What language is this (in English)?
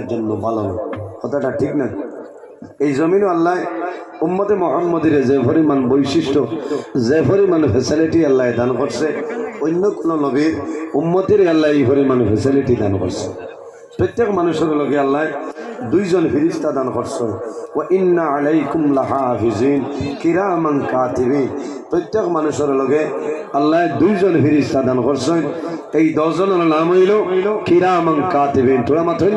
Sylheti